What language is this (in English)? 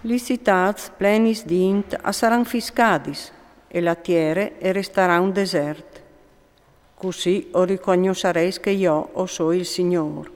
Friulian